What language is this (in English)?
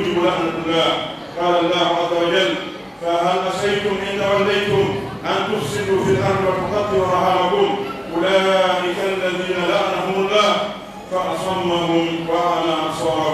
Pular